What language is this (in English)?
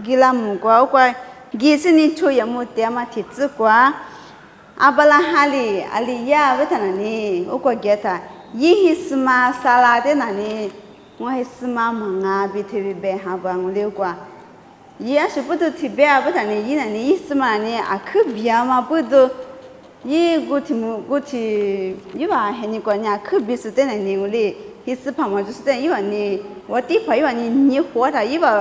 Lisu